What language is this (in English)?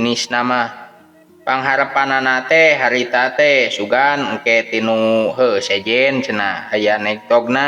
Sundanese